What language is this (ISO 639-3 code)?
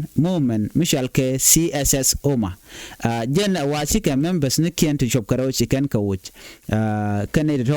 nus